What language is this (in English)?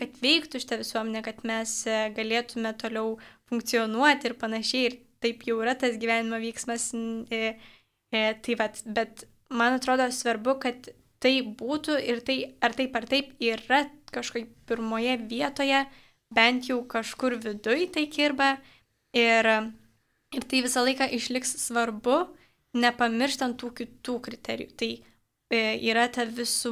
Lithuanian